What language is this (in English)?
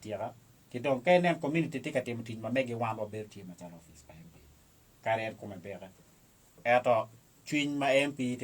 Acoli